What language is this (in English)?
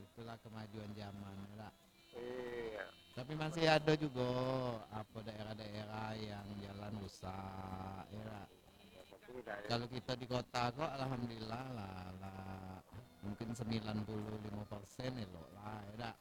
Minangkabau